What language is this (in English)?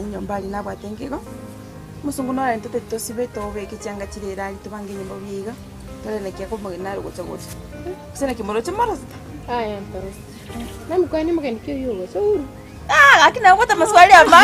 Gusii